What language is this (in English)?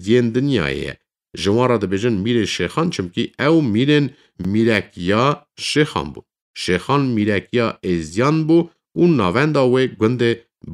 Kurdish